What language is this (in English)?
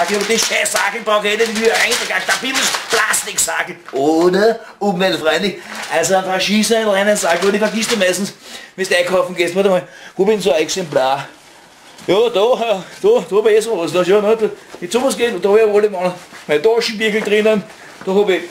Bavarian